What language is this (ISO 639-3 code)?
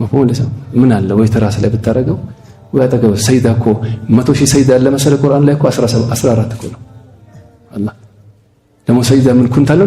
amh